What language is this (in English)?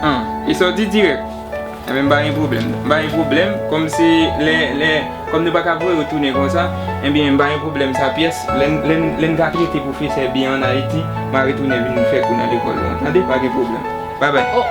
Haitian Creole